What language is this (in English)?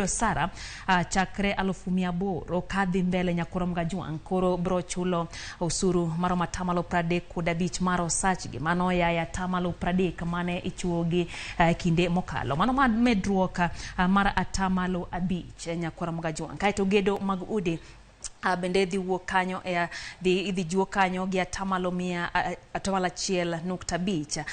Luo (Kenya and Tanzania)